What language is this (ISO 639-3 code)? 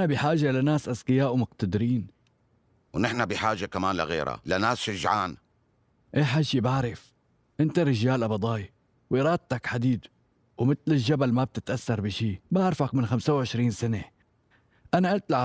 apc